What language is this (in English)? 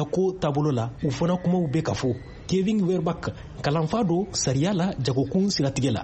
Bambara